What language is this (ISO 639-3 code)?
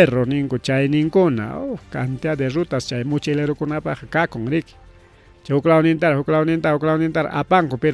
quy